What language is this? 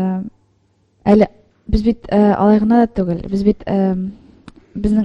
Tatar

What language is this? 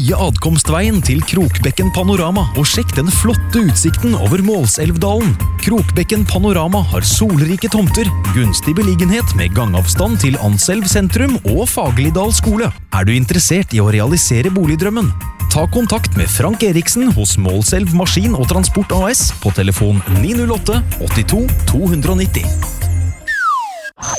Norwegian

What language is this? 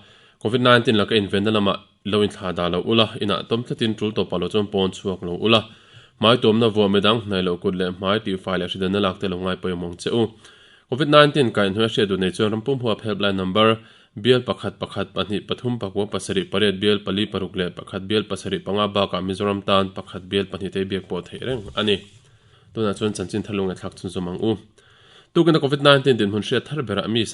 Mizo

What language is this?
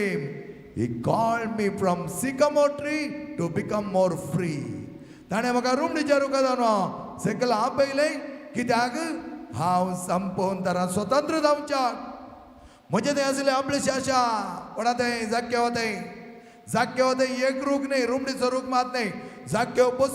Konkani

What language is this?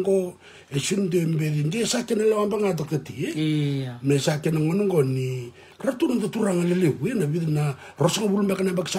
Fijian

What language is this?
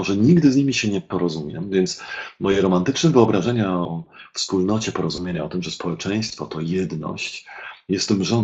Polish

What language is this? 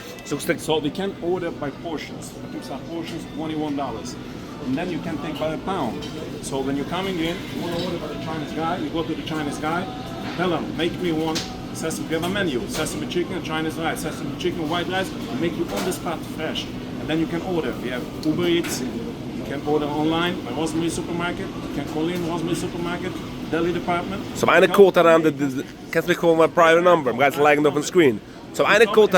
Yiddish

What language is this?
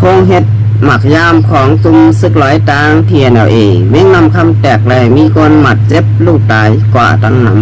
Shan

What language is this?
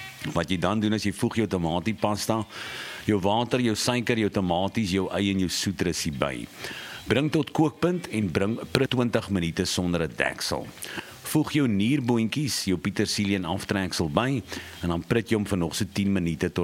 Afrikaans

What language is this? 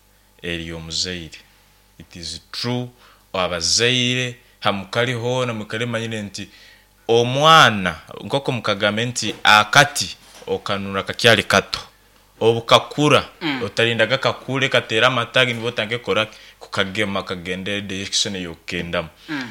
Nyankole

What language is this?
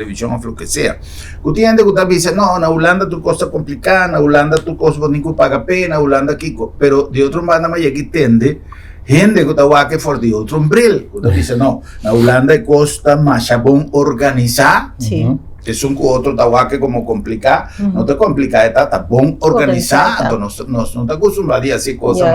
Papiamento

